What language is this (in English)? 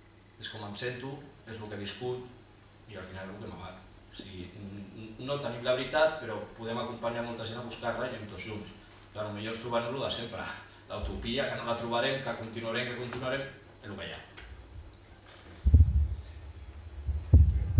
Catalan